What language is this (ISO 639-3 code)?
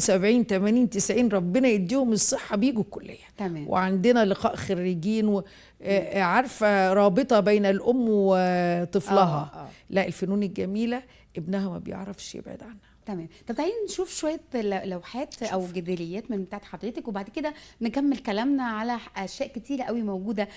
arz